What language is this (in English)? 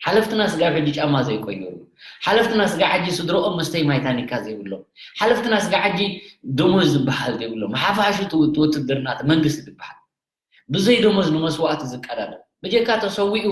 Tigrinya